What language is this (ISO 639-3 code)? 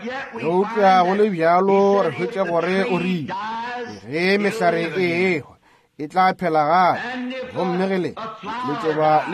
nso